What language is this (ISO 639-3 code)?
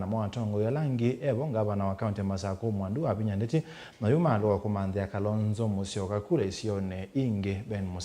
kam